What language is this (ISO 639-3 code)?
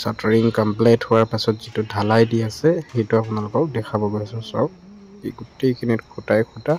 asm